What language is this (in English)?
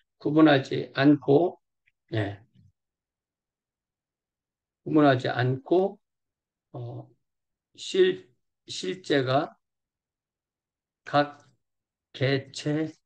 Korean